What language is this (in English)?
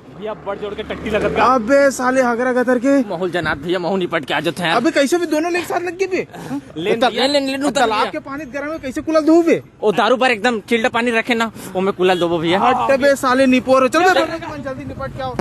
Chhattisgarhi